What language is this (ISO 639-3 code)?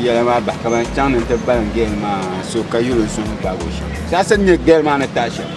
dag